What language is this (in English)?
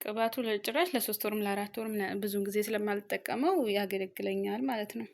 Amharic